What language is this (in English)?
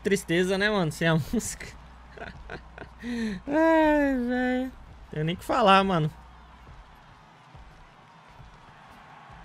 Portuguese